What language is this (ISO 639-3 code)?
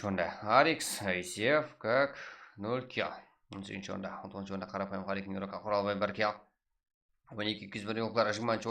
kaa